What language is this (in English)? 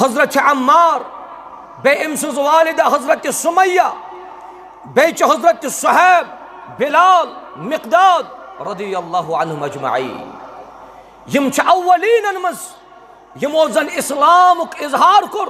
Kashmiri